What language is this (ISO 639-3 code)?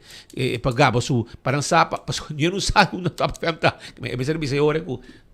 pap